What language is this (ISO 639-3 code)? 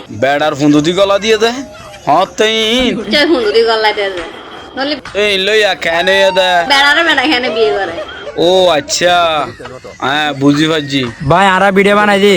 rhg